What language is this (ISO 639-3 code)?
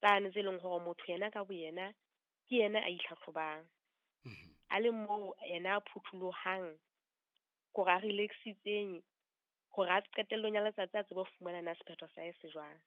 sot